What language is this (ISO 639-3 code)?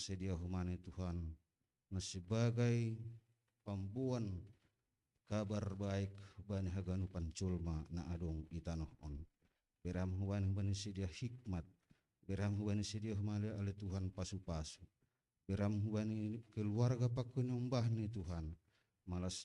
bts